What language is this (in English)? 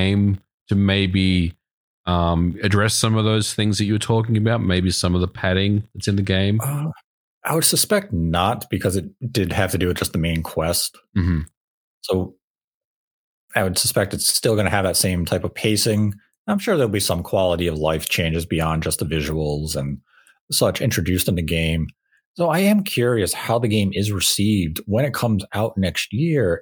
English